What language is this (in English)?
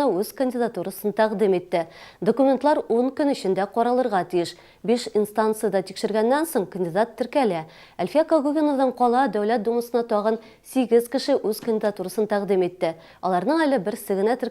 Tatar